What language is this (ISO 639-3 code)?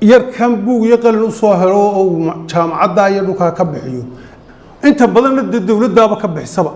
som